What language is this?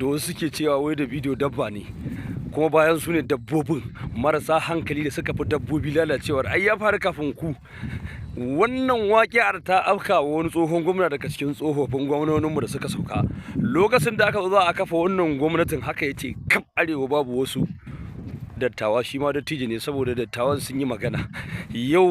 Hausa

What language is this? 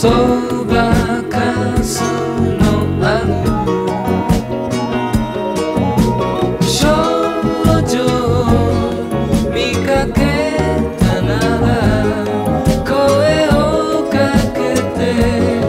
Japanese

